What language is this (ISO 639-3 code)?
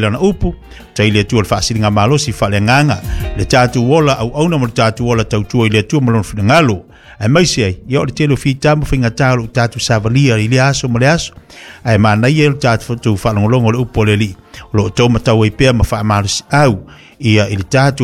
smo